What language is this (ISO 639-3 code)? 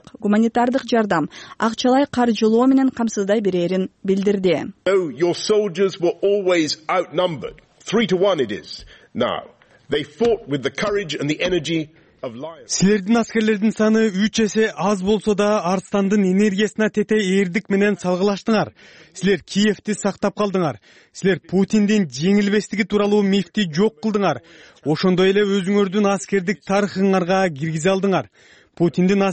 kir